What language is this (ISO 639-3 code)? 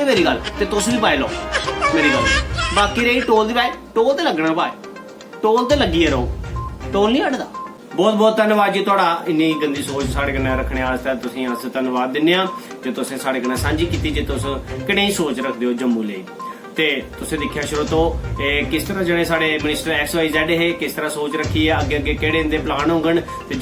doi